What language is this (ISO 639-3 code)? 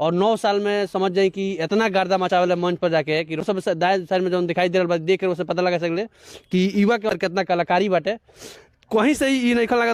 bho